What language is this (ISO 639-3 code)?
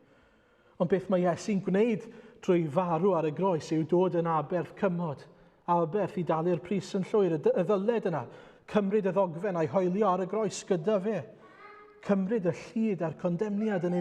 cym